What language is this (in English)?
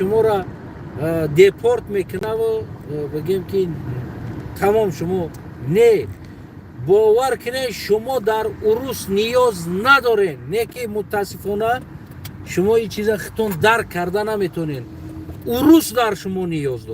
Tajik